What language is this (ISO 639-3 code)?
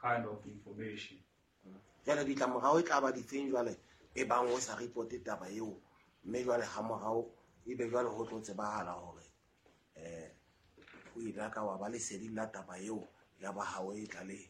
sot